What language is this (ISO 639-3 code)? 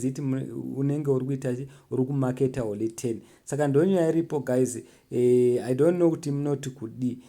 sna